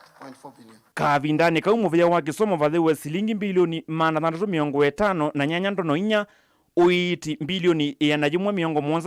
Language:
Kamba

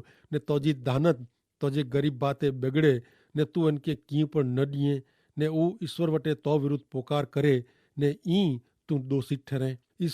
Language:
Kachhi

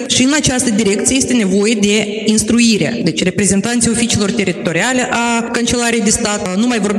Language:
Romanian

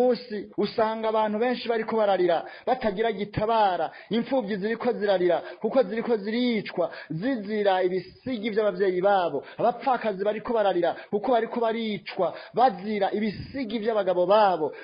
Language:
Rundi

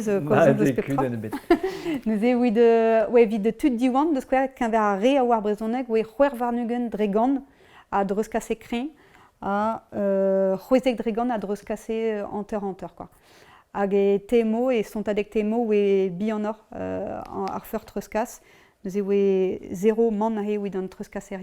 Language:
Breton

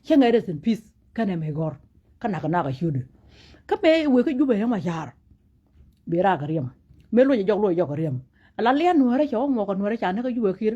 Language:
Nuer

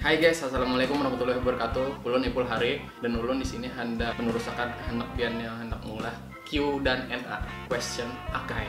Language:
Banjar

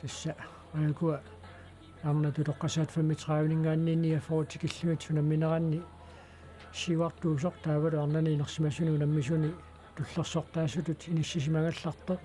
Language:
Kalaallisut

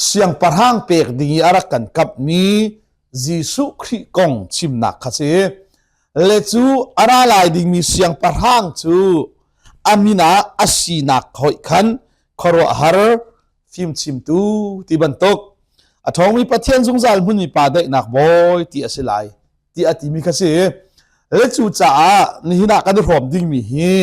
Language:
Hakha Chin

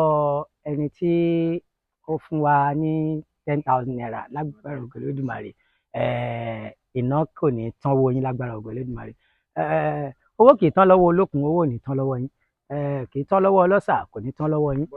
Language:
Yoruba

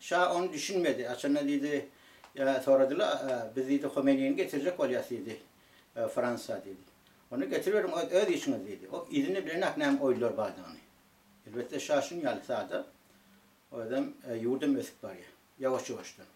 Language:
Turkmen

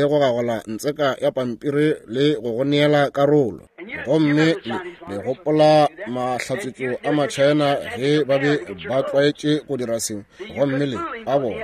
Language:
Northern Sotho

